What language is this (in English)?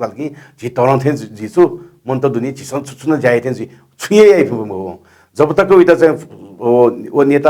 Newari